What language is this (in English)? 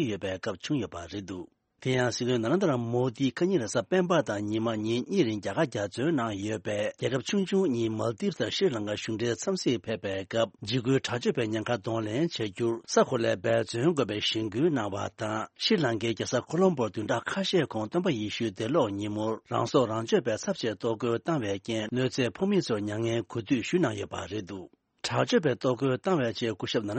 Tibetan